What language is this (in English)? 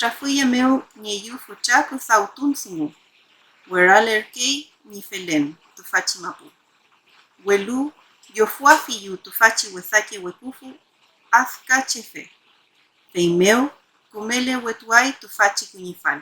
Mapuche